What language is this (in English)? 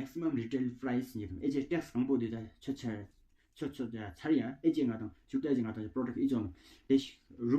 Tawang Monpa